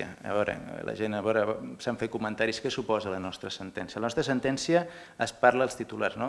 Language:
Catalan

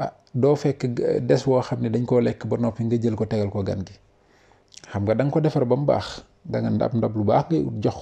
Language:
Wolof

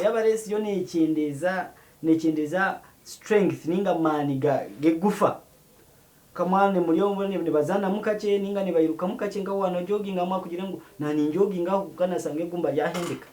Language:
Nyankole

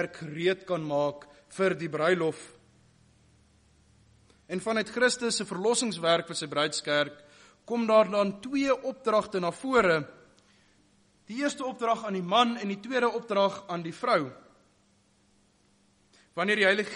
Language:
Afrikaans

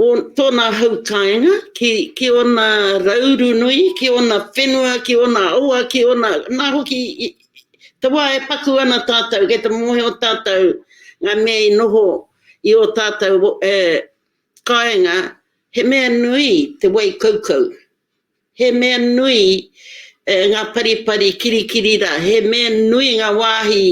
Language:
Māori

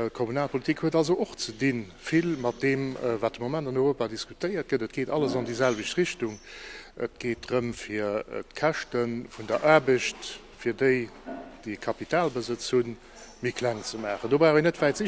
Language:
Luxembourgish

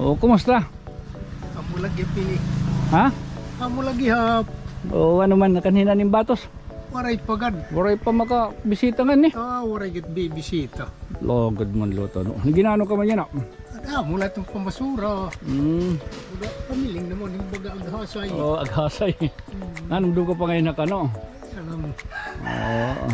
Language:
Waray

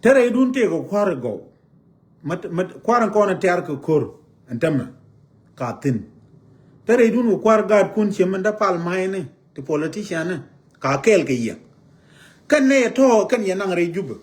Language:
Nuer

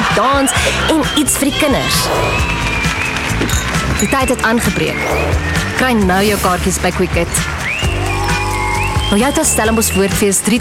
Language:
Afrikaans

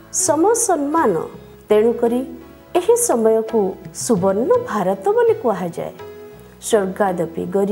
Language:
Odia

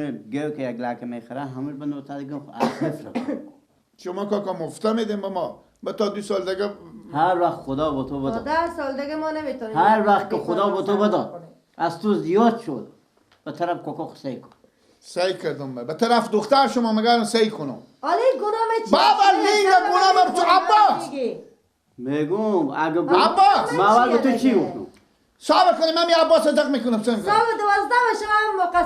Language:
Persian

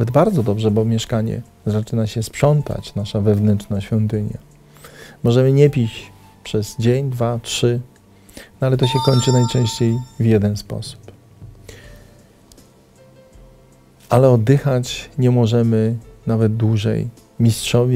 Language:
Polish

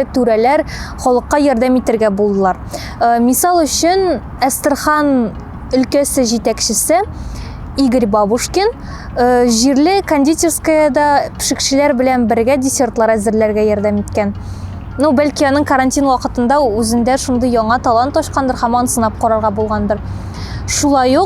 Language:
Tatar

